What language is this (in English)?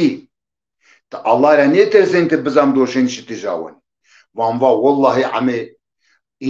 Zaza